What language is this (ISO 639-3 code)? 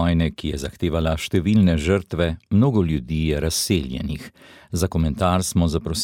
slv